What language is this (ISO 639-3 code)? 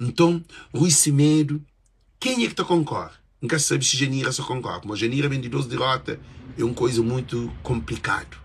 kea